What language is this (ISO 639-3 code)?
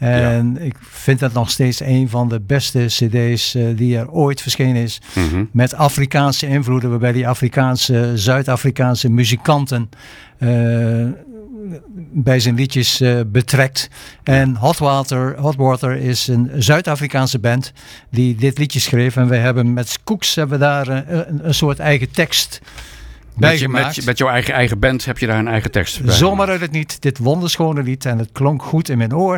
nld